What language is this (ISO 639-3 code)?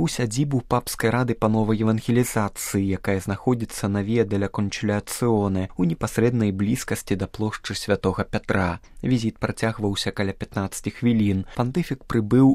bel